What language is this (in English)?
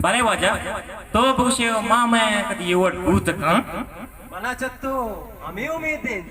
Baluchi